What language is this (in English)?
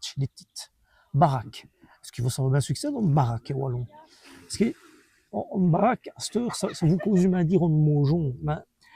Walloon